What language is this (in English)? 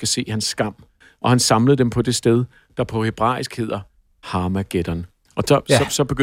Danish